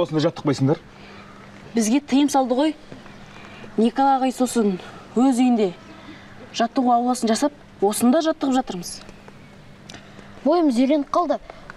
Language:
Kazakh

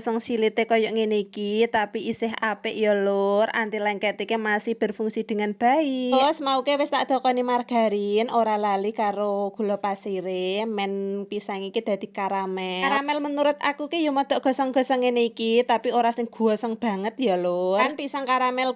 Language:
Javanese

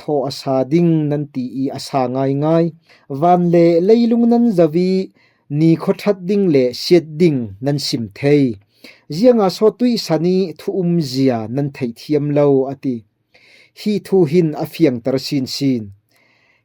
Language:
Falam Chin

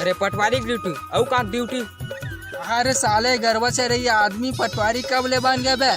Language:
Chhattisgarhi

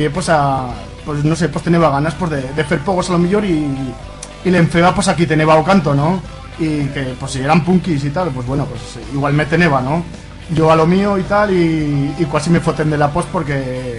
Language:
Aragonese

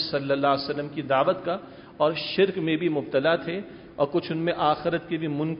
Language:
Urdu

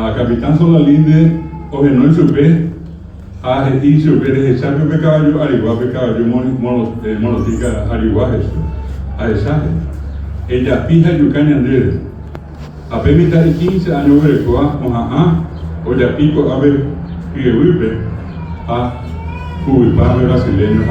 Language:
Guarani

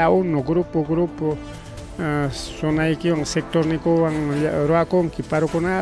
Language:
Ayacucho Quechua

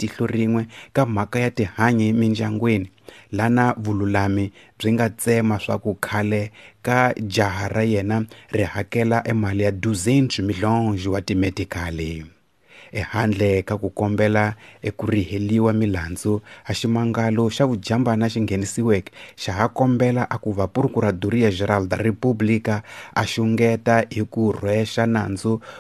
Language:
Tsonga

